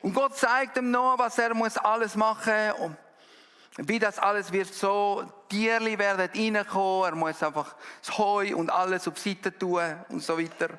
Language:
Swiss German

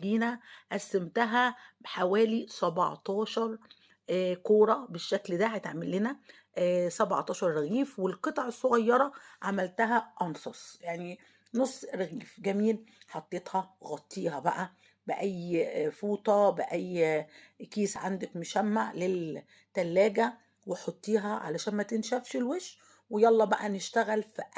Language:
Egyptian Arabic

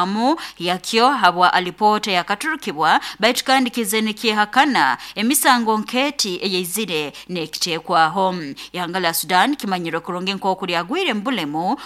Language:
Nyoro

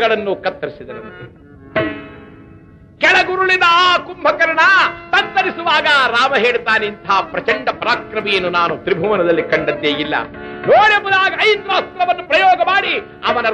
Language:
Kannada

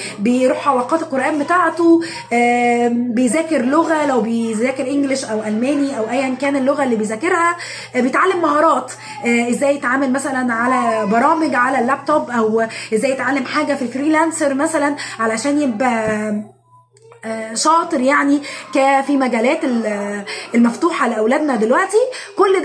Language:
Egyptian Arabic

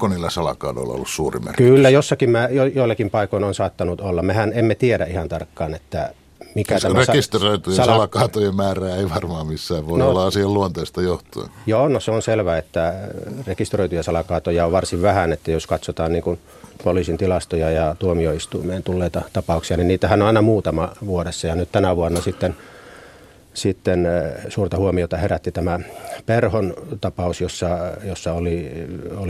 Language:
Finnish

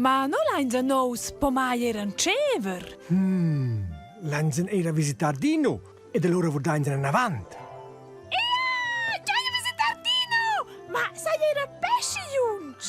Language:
Romansh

